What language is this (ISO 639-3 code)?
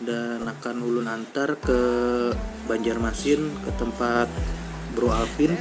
bjn